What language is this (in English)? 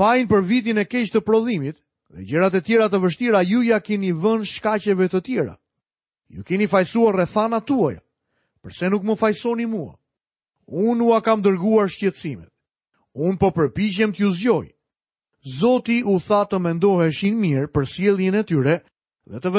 Albanian